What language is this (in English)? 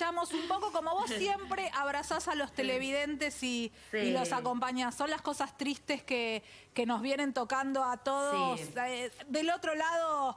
Spanish